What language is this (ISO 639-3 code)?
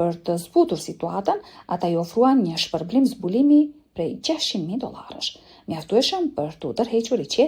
sqi